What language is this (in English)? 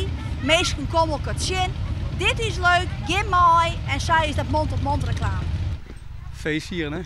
Western Frisian